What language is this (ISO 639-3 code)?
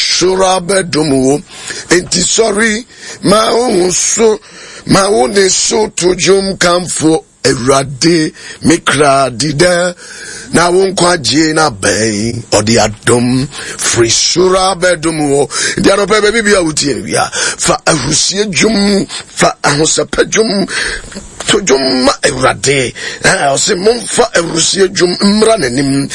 aka